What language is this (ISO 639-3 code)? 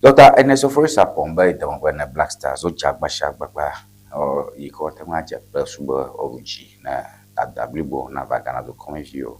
ewe